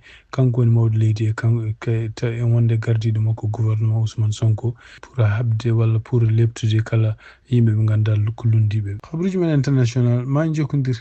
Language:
Fula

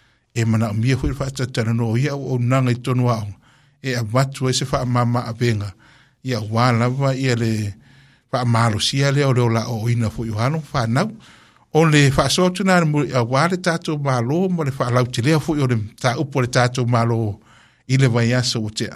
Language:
Samoan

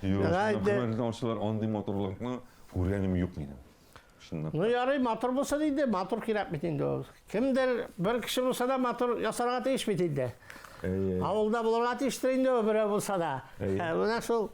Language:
Tatar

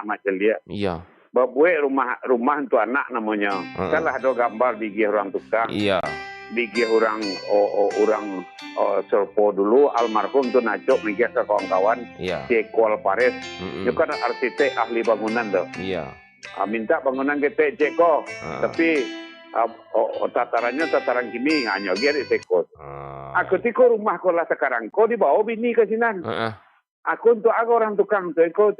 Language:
Minangkabau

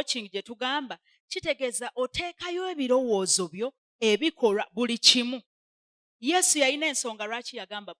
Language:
Ganda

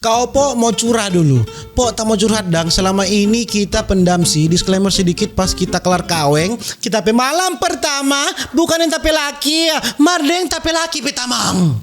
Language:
Manado Malay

